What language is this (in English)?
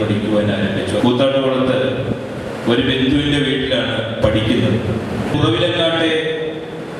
Malayalam